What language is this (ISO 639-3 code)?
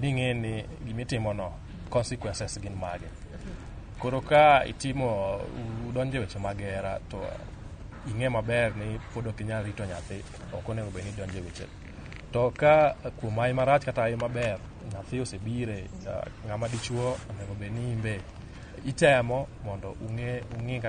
luo